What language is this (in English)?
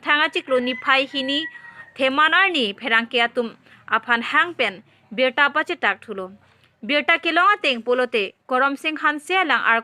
Karbi